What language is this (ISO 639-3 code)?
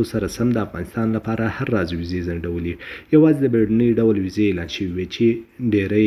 pus